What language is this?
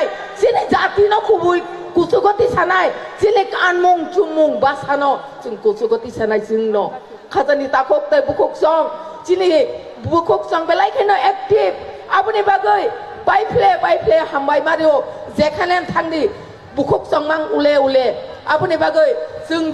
Kok Borok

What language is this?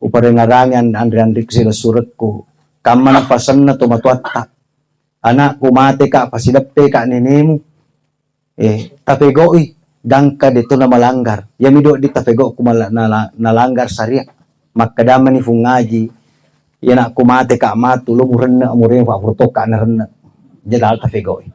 Buginese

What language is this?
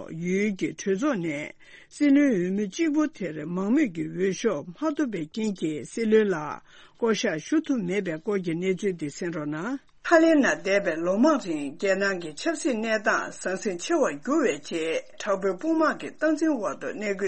Tibetan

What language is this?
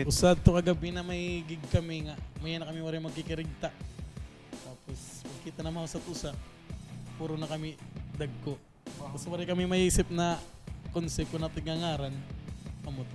Waray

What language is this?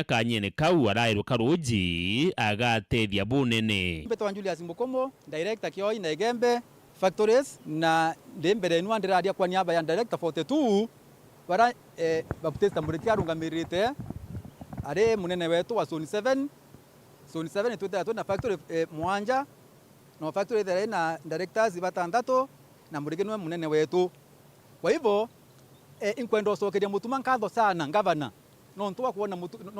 Meru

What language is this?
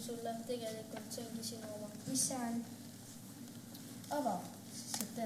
Estonian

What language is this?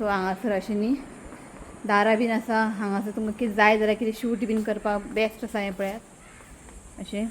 Konkani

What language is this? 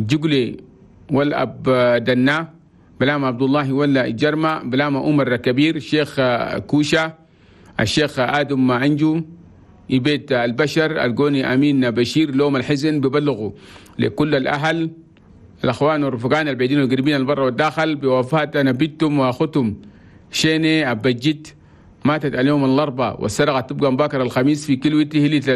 Chadian Arabic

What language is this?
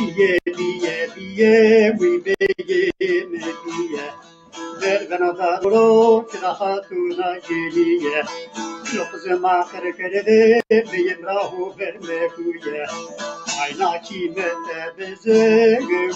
Zaza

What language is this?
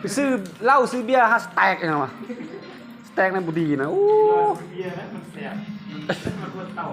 Lao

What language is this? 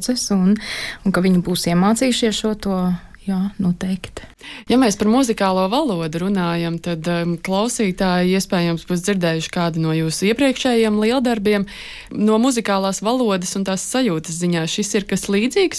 Latvian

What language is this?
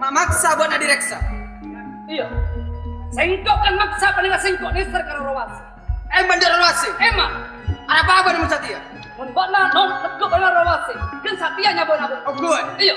Madurese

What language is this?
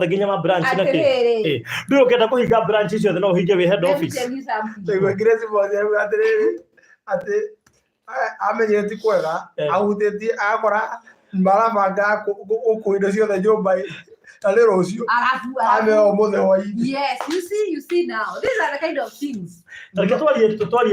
Kikuyu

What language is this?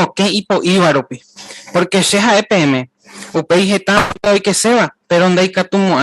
Guarani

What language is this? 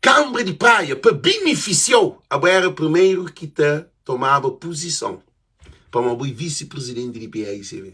Kabuverdianu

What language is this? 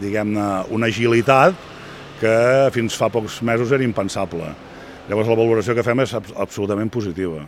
Catalan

